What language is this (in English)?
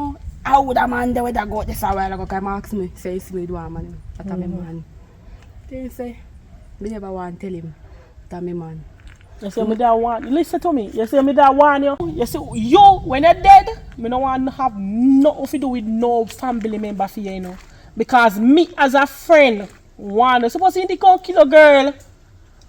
Jamaican Creole English